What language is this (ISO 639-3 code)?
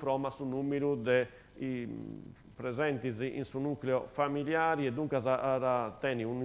srd